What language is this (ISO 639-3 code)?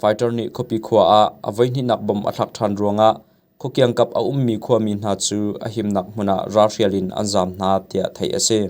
cnh